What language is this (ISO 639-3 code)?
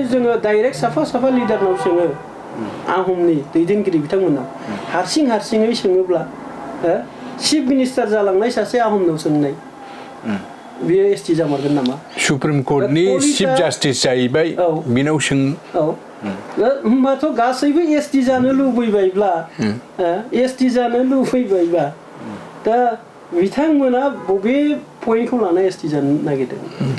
brx